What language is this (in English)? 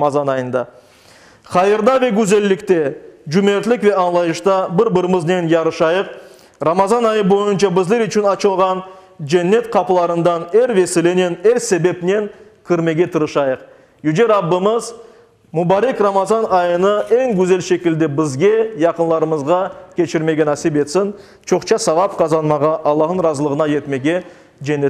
Crimean Tatar